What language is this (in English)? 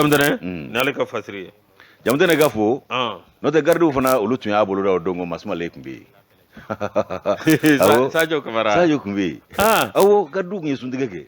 Bambara